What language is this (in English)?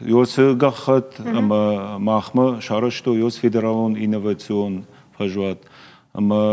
Ossetic